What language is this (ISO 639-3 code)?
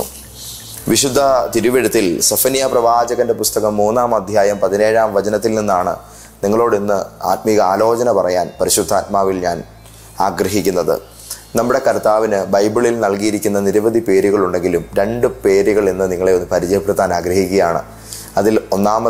mal